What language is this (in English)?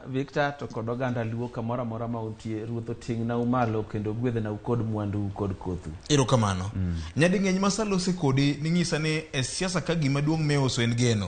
Luo (Kenya and Tanzania)